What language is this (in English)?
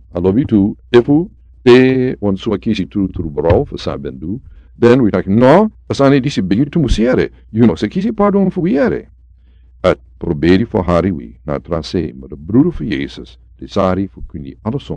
Sranan Tongo